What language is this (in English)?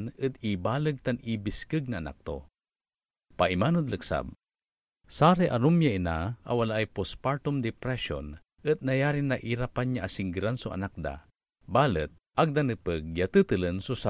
Pangasinan